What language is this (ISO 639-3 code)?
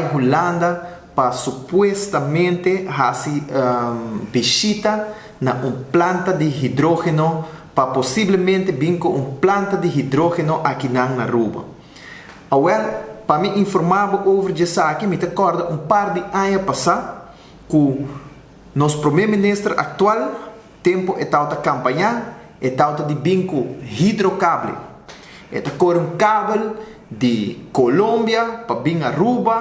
pap